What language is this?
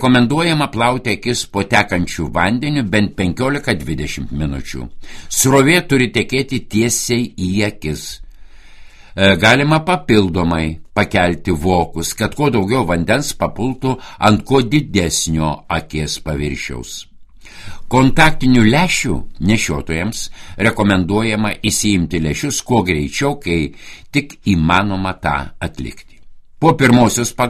Lithuanian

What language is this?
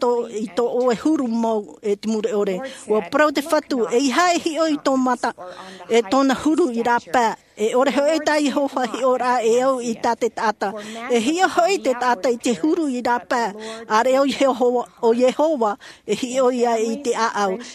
Tahitian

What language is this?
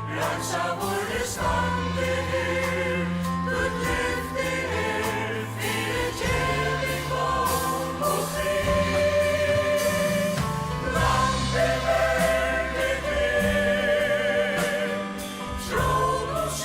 Faroese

